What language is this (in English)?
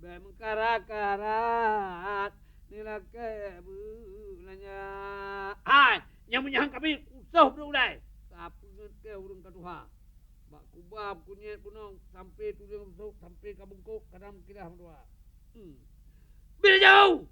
Achinese